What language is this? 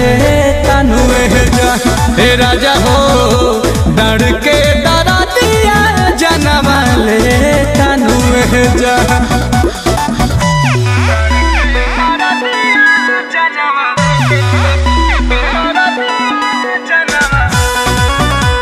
Bhojpuri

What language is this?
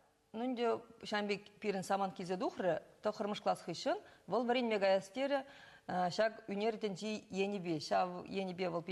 Chuvash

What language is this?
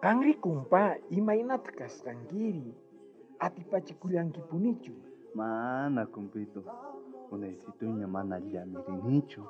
South Bolivian Quechua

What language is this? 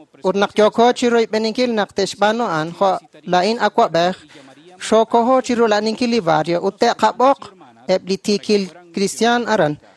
Kekchí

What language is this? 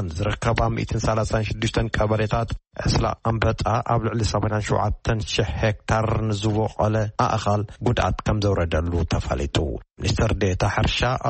Tigrinya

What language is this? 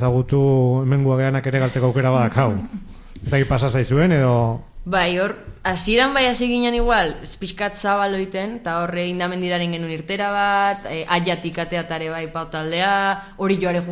Basque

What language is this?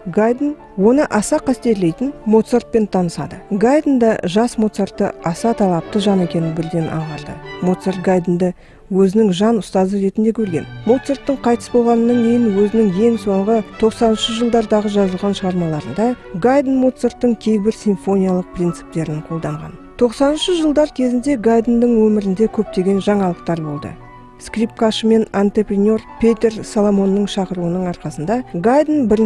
Kazakh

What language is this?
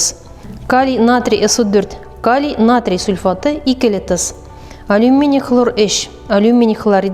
Tatar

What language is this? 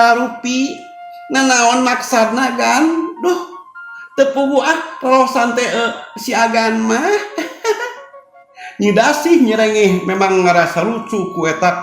Sundanese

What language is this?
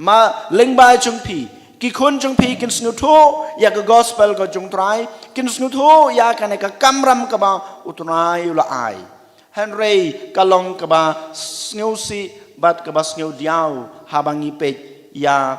Khasi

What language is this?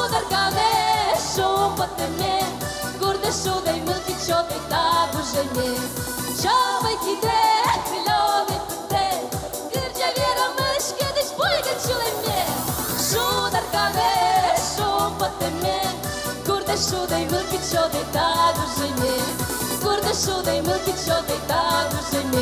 Udmurt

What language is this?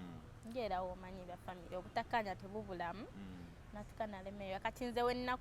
Ganda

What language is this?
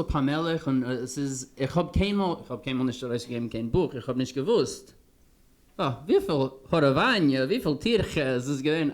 Yiddish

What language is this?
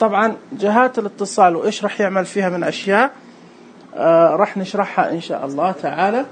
Najdi Arabic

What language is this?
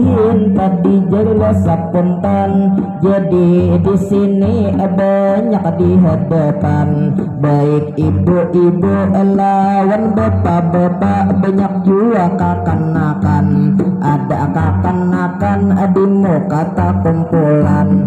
Banjar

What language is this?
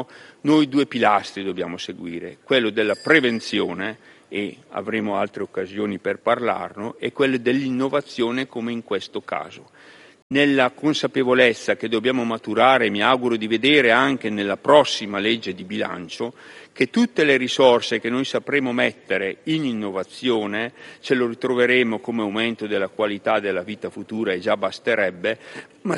Italian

